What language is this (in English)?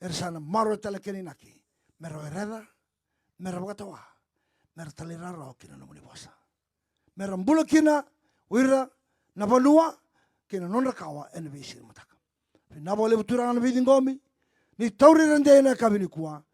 Fijian